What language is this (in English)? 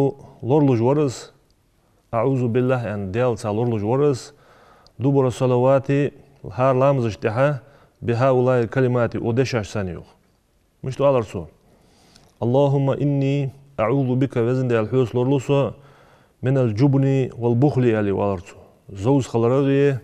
Ingush